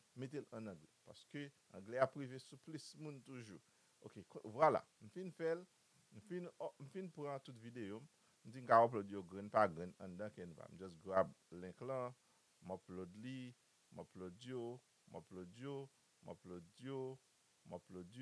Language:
Haitian Creole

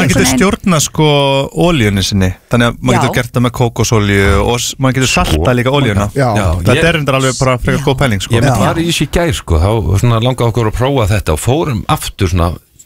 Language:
Icelandic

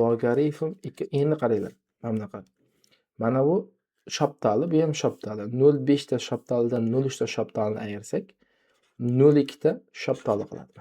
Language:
Uzbek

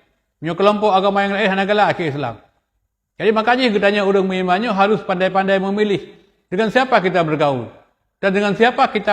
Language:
Achinese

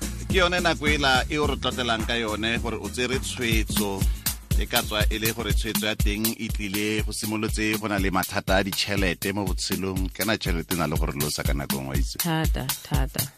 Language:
Tswana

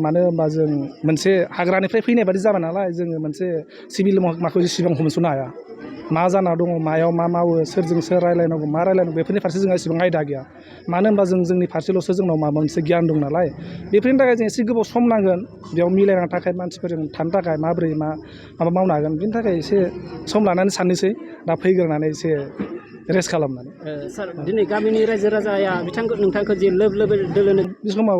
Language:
Bodo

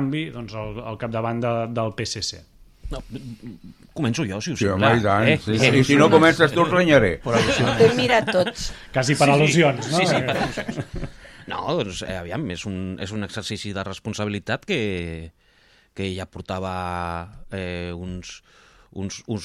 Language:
Catalan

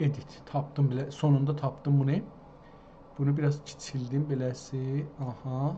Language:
South Azerbaijani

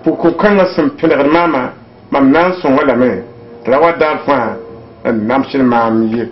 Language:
Mossi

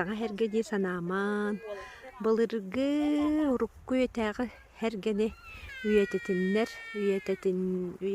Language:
Yakut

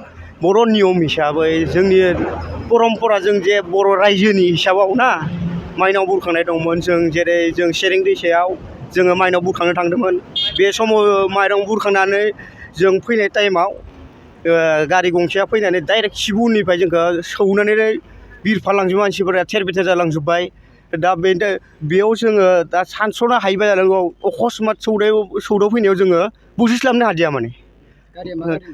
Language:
Bodo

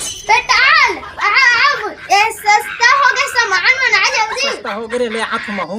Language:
Chhattisgarhi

